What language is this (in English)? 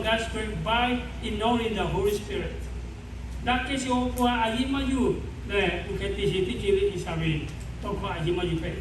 Lahu